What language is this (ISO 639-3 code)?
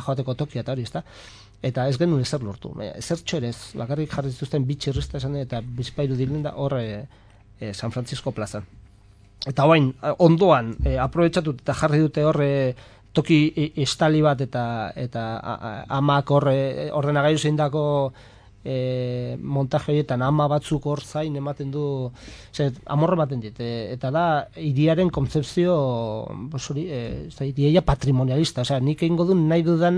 eus